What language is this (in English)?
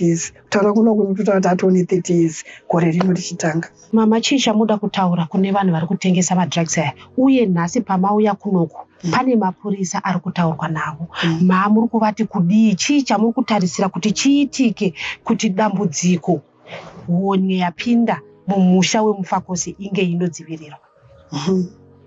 Shona